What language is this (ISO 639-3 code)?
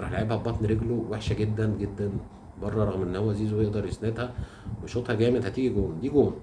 arz